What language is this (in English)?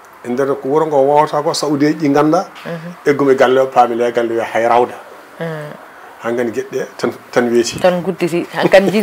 Fula